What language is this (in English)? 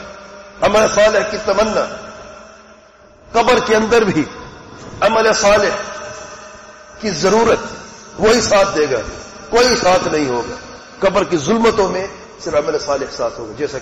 Urdu